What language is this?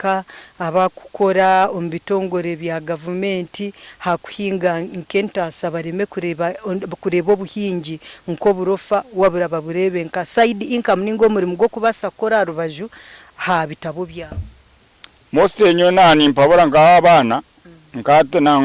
Nyankole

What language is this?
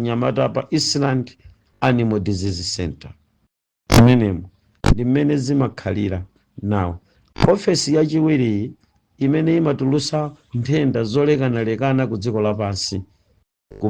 Nyanja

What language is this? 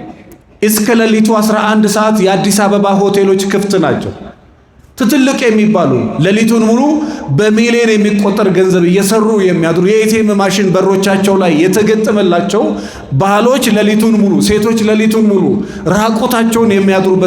Amharic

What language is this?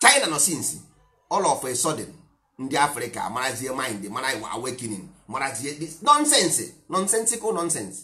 Igbo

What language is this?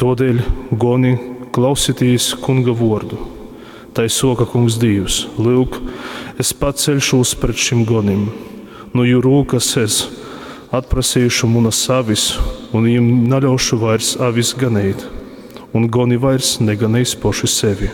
Latgalian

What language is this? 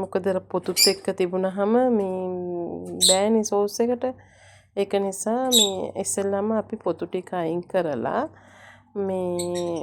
Sinhala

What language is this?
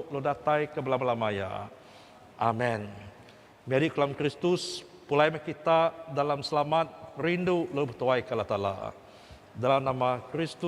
Iban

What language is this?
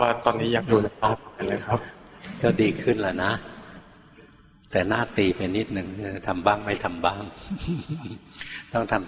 Thai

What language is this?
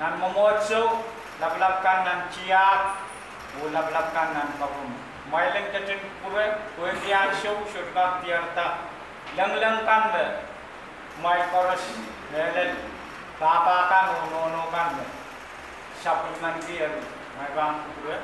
Pohnpeian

